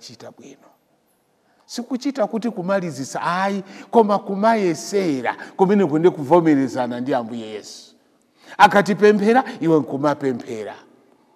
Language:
Nyanja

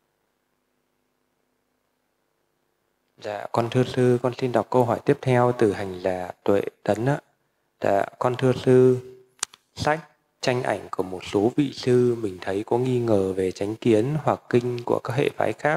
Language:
Vietnamese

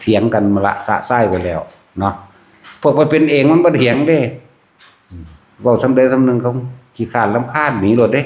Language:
Northeastern Thai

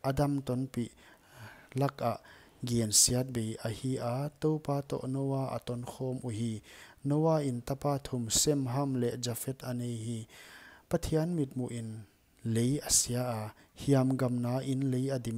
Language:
Paite Chin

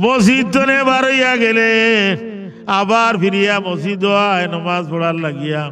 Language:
Sylheti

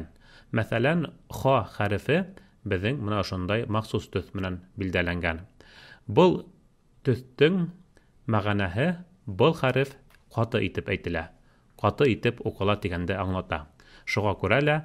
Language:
Bashkir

